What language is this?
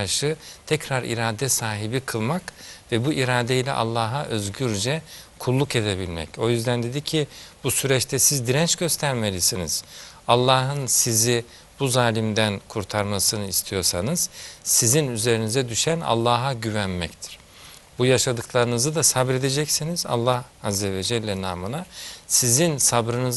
Turkish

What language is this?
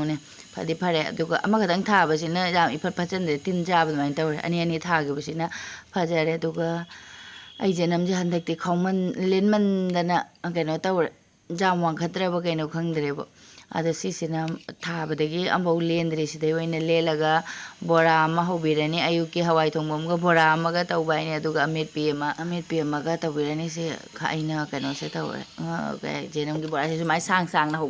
Manipuri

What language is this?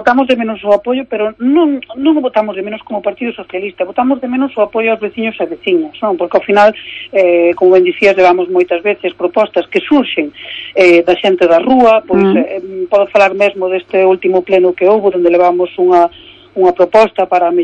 Galician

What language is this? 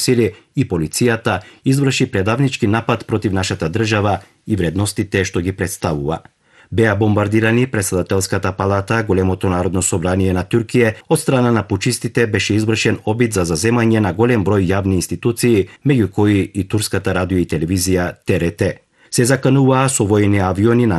Macedonian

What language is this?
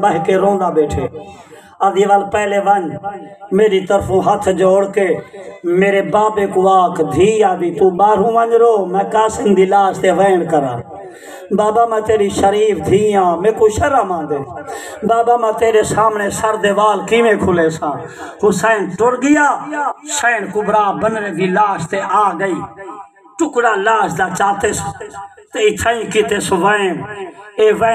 Saraiki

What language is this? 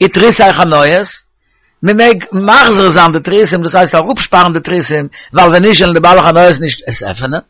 Yiddish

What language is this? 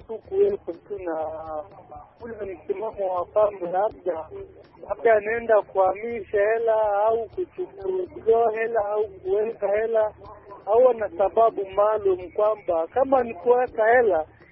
Swahili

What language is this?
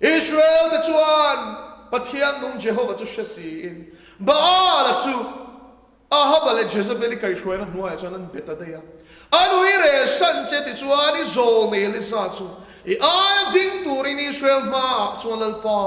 Mizo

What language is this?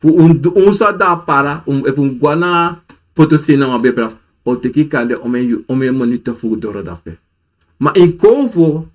Sranan Tongo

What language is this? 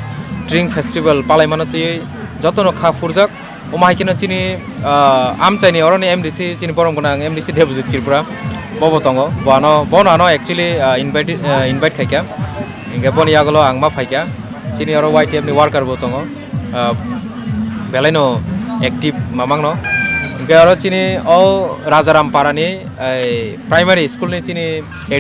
Kok Borok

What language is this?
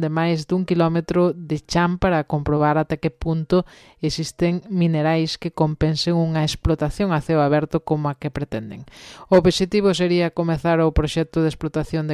Galician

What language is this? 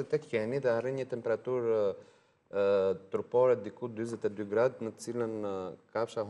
Albanian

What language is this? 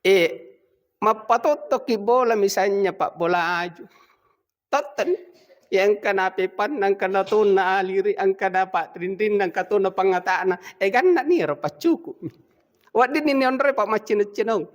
Buginese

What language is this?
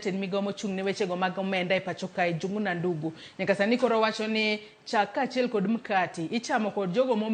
Luo (Kenya and Tanzania)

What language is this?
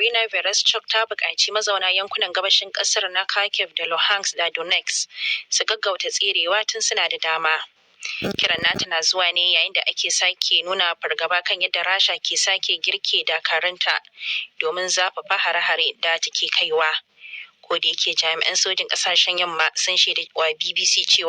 Hausa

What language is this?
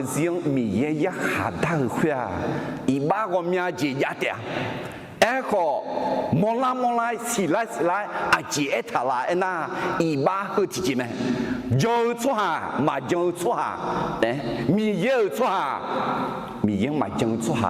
Akha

